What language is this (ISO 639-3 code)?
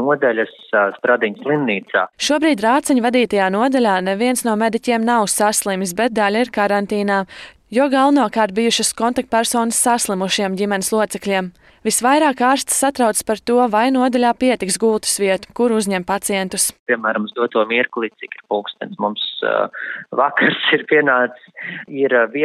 lav